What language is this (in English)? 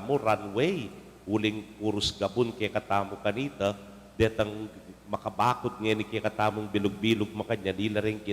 Pampanga